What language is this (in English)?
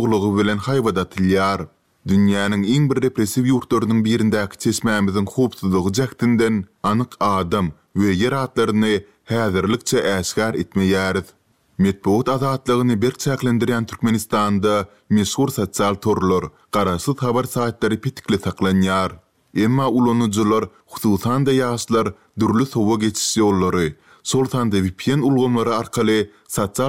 Turkmen